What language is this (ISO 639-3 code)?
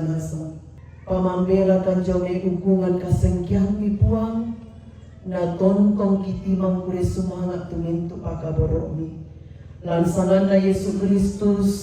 sda